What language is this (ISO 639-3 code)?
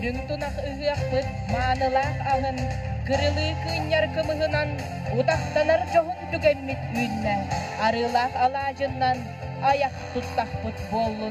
sah